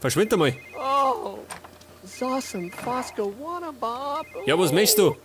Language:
Bavarian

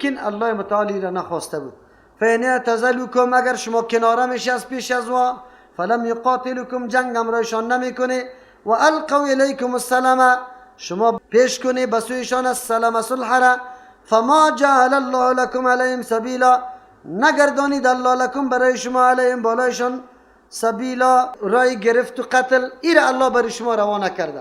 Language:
Persian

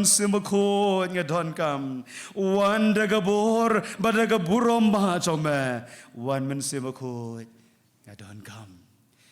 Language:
Khasi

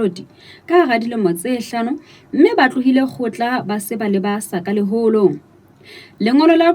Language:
Southern Sotho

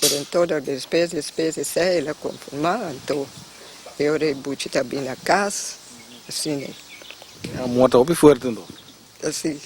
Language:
Papiamento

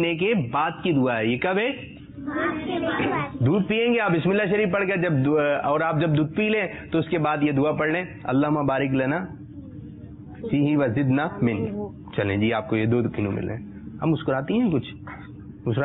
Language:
Urdu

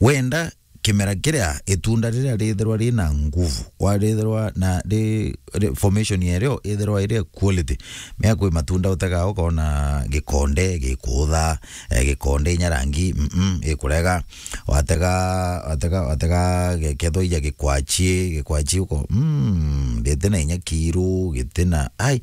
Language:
Meru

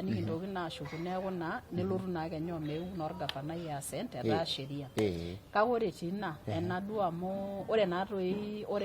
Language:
Masai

